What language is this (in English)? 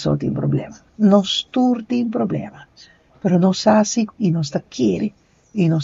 Papiamento